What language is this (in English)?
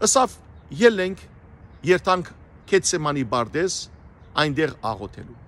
Western Armenian